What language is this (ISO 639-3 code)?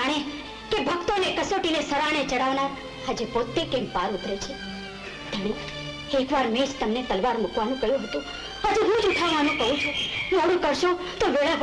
guj